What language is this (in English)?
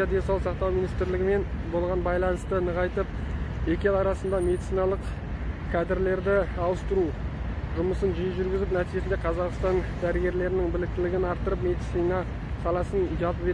Kazakh